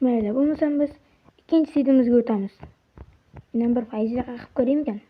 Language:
Uzbek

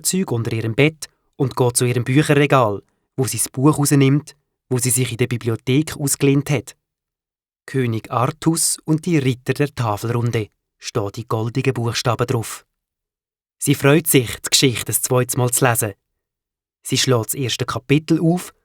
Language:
Swiss German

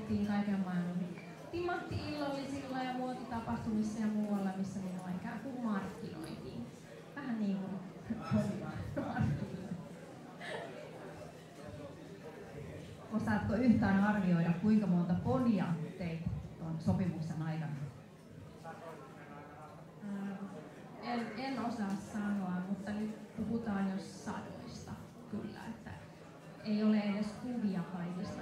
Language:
Finnish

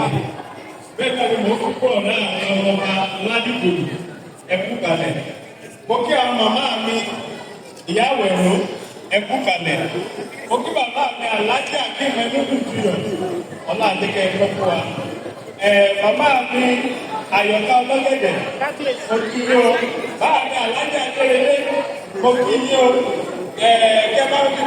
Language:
Yoruba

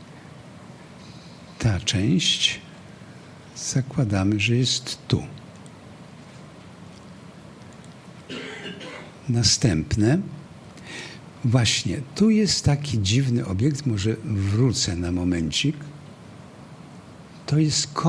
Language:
Polish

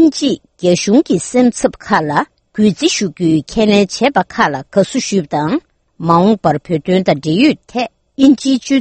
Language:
Tibetan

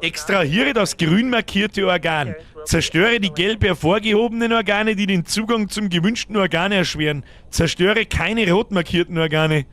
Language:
Bavarian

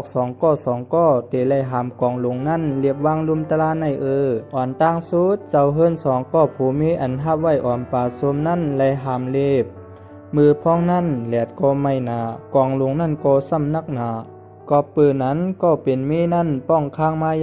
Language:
Shan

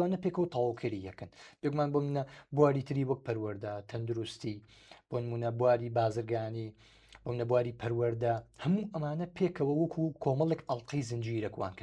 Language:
Central Kurdish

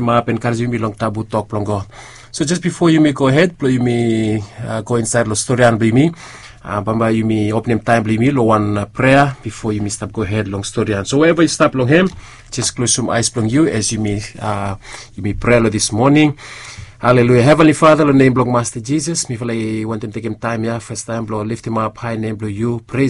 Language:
Bislama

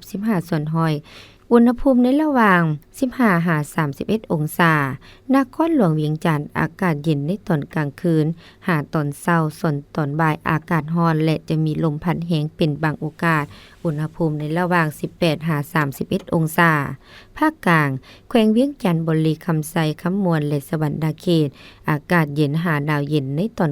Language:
Lao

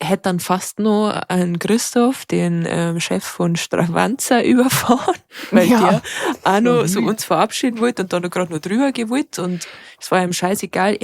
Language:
Bavarian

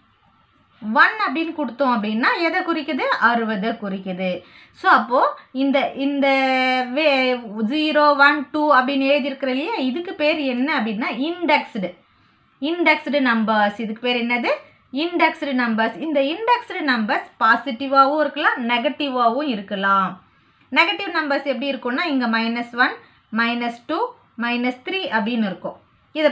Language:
Tamil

